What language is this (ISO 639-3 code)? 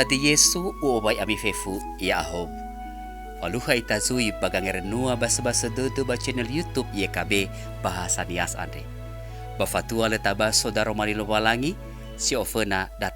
nia